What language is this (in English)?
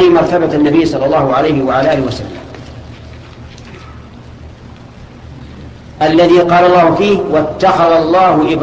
Arabic